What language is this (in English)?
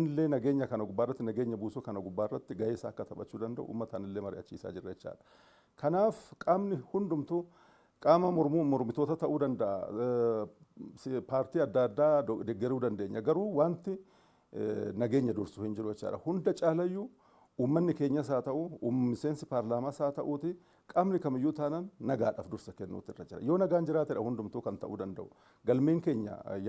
Oromo